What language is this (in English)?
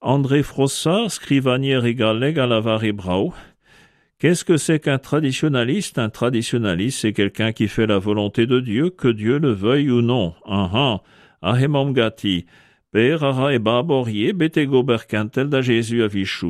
Breton